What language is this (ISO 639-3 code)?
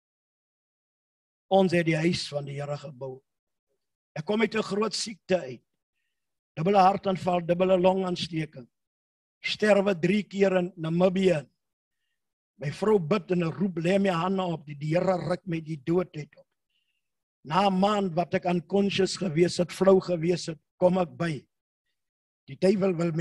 afr